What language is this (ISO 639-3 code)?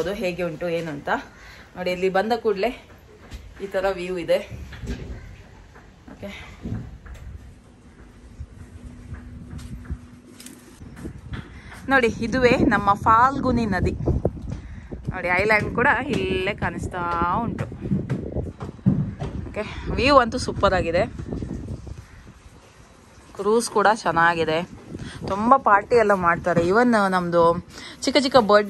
kan